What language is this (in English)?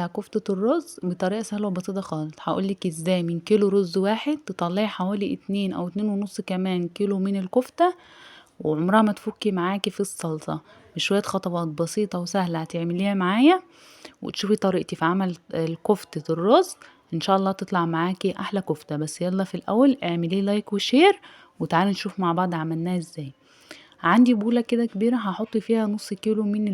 Egyptian Arabic